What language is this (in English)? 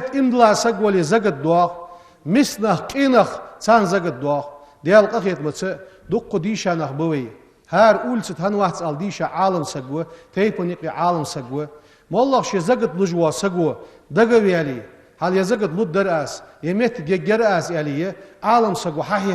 Ingush